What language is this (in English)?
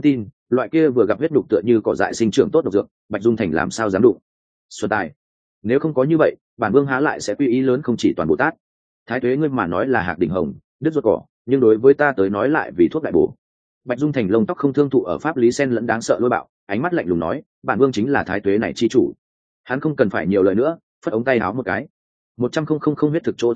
Vietnamese